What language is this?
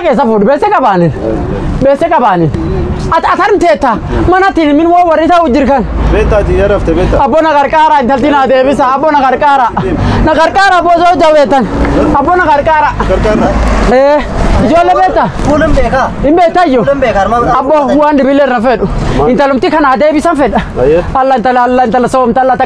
Oromo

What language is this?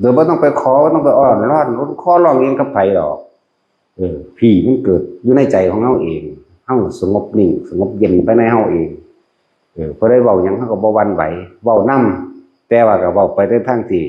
Northeastern Thai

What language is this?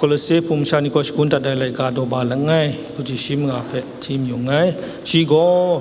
Kachin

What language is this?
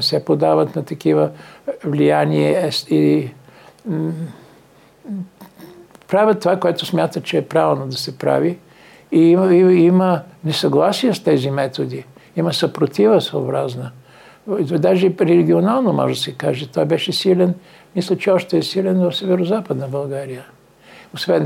Bulgarian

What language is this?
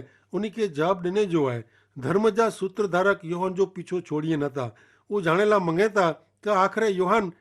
Kachhi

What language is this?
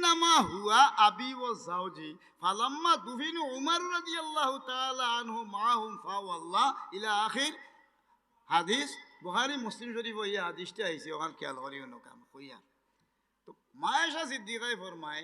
Sylheti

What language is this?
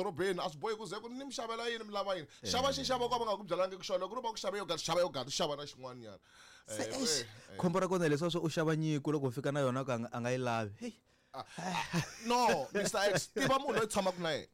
Tsonga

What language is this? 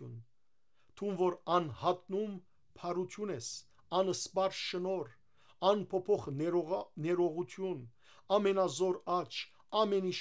Western Armenian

